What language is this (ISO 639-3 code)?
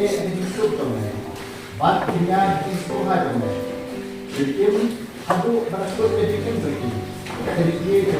kha